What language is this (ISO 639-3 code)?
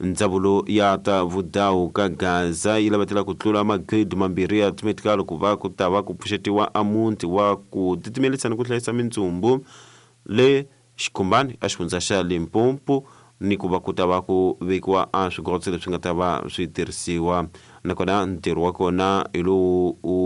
tso